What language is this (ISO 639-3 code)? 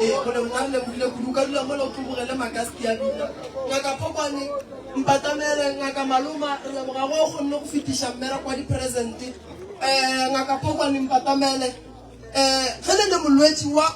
nso